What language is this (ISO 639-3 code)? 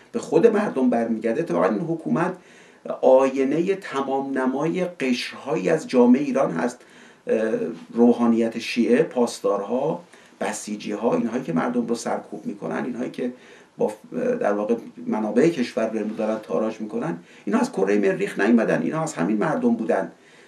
fas